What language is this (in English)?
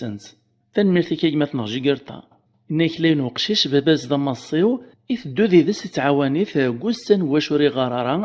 Kabyle